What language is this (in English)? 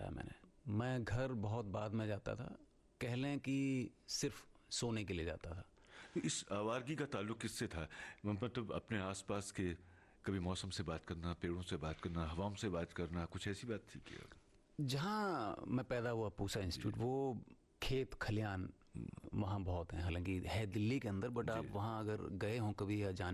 Hindi